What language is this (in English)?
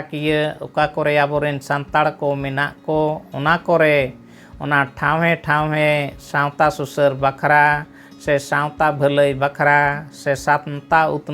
Santali